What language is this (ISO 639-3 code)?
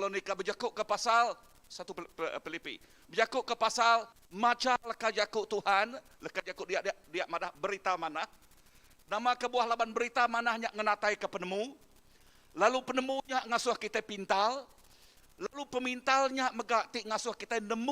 iba